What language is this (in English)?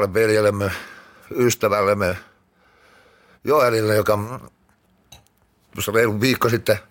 Finnish